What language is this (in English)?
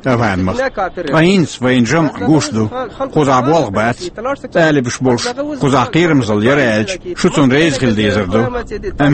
Chechen